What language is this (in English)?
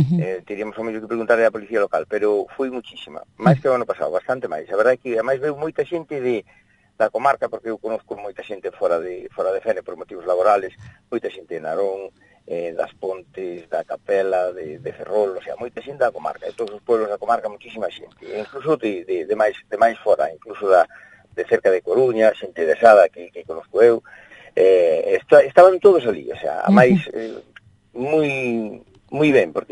Galician